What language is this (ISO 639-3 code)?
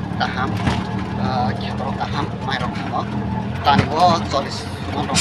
trp